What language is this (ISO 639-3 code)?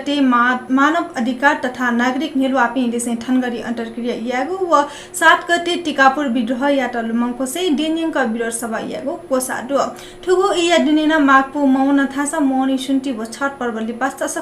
new